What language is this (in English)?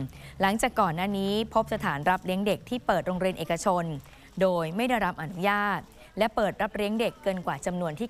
Thai